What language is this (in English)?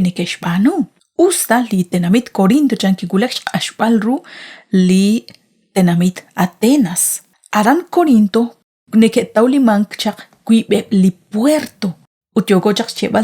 Kekchí